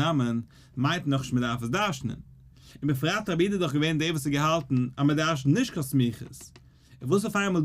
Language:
Yiddish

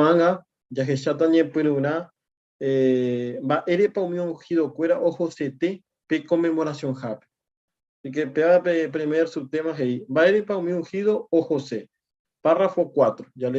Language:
Guarani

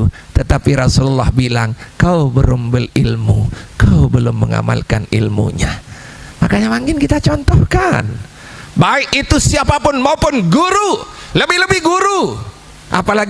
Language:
Sasak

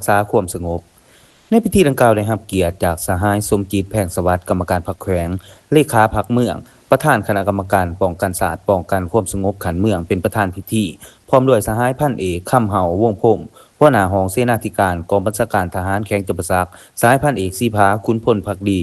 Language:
Lao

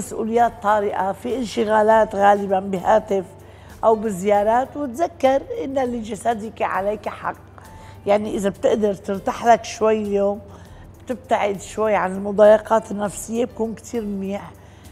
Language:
North Levantine Arabic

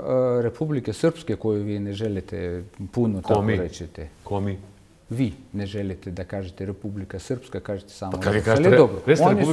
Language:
Bosnian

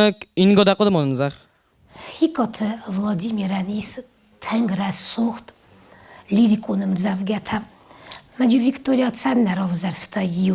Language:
Ossetic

